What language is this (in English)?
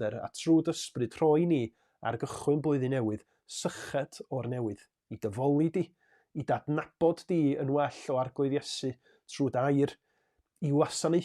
Welsh